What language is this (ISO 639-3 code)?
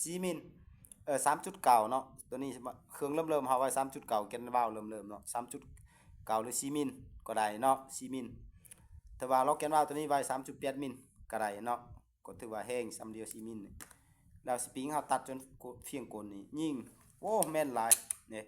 lao